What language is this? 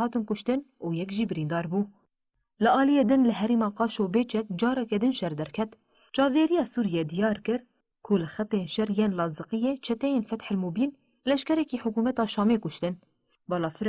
Kurdish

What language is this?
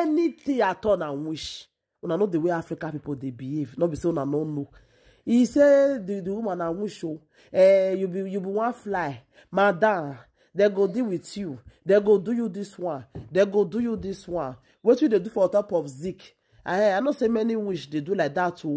Nigerian Pidgin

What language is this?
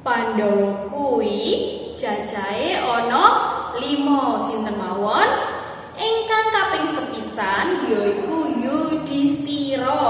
Javanese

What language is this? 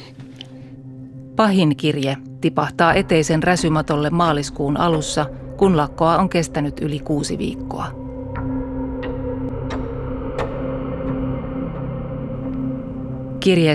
Finnish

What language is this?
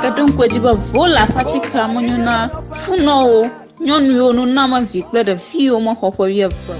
Ewe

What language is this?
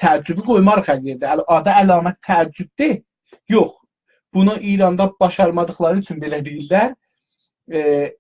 South Azerbaijani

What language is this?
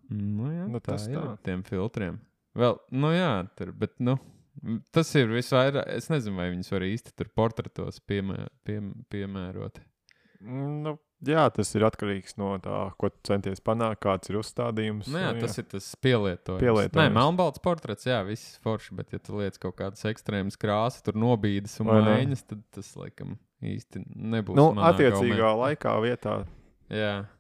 Latvian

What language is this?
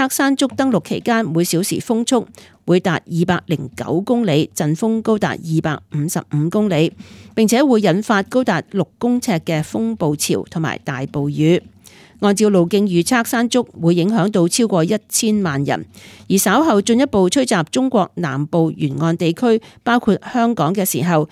Cantonese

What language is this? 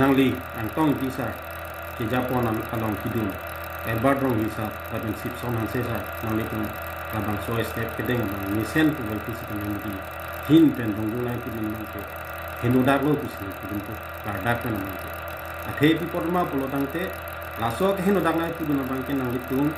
Karbi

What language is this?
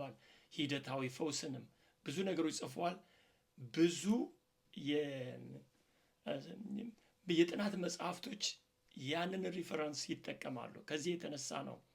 Amharic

